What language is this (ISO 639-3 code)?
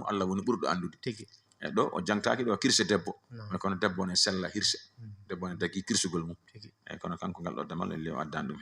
ful